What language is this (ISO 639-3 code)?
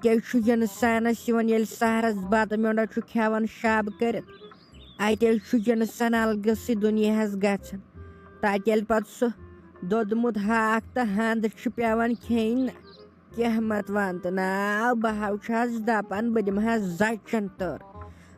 kas